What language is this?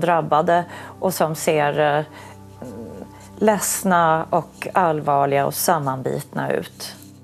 Swedish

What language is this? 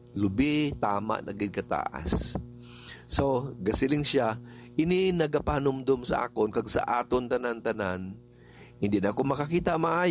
Hiligaynon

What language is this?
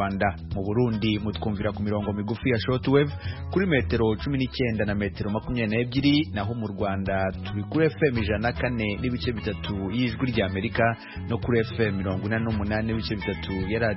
Kinyarwanda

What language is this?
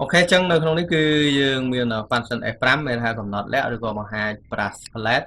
Khmer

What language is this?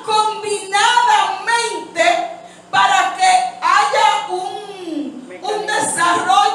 Spanish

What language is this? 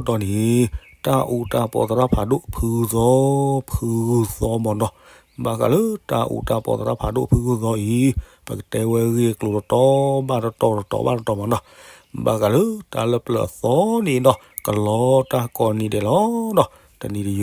S'gaw Karen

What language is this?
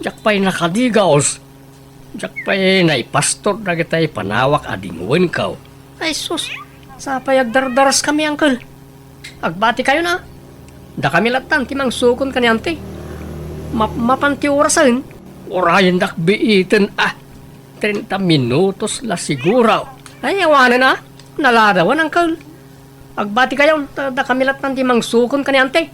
Iloko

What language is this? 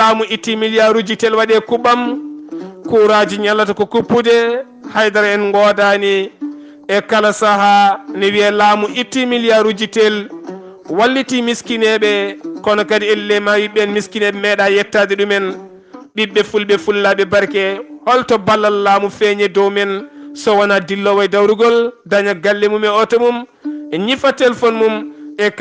Fula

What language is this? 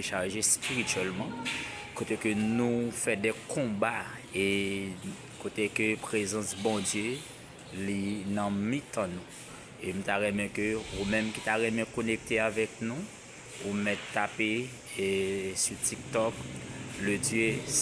Haitian Creole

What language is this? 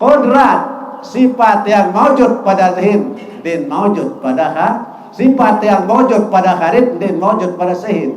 Sasak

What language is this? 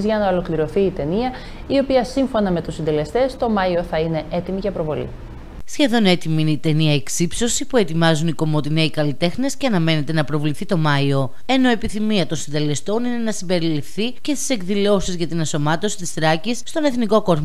Greek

